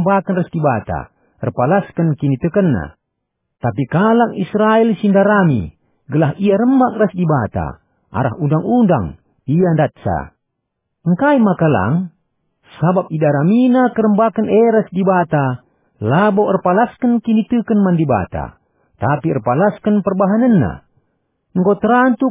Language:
Batak Karo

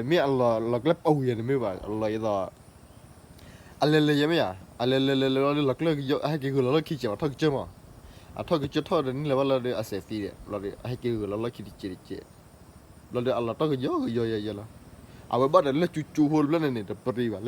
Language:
S'gaw Karen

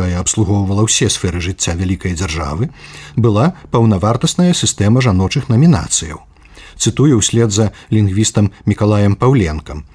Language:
Belarusian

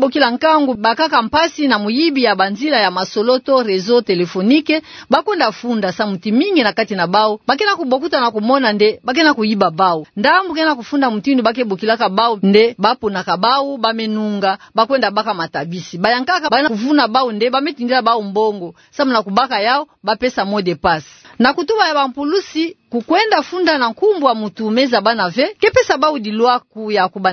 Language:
Kituba (Democratic Republic of Congo)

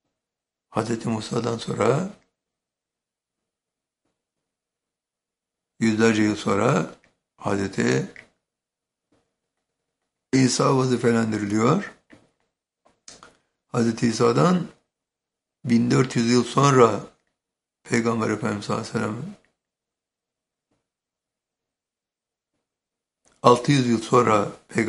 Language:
Turkish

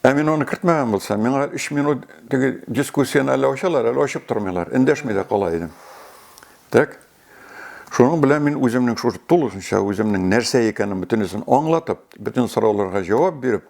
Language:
Tatar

